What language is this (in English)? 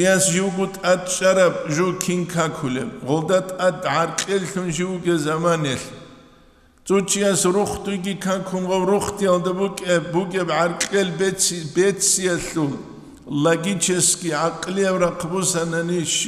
Avaric